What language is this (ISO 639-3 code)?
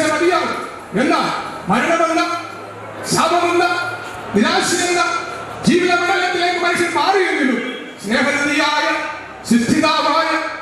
mal